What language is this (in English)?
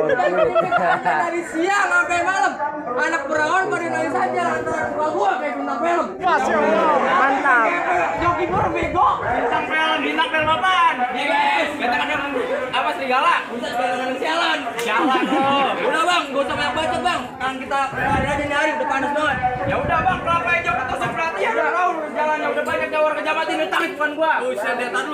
Betawi